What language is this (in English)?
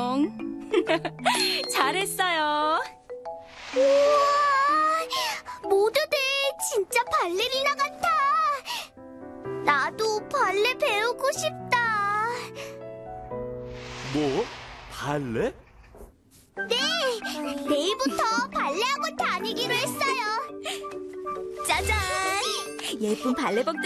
Korean